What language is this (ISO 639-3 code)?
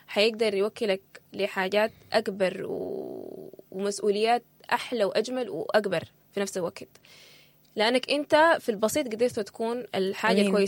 apd